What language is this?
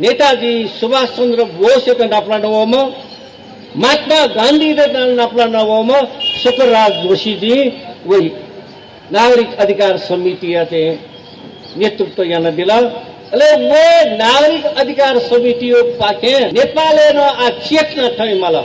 Newari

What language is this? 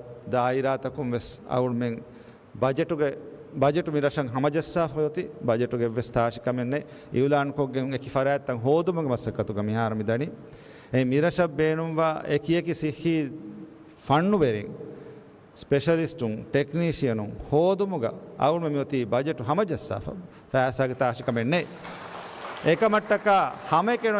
Divehi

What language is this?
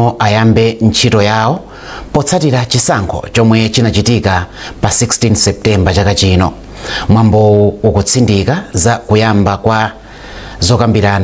Nyanja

